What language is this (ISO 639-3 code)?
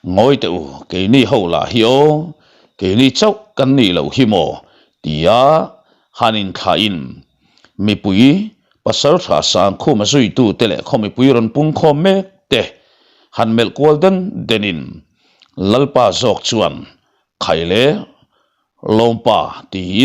lus